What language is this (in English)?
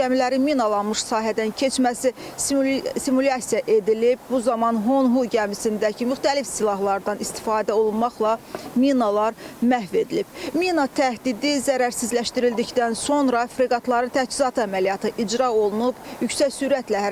Azerbaijani